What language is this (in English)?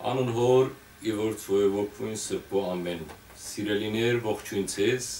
Western Armenian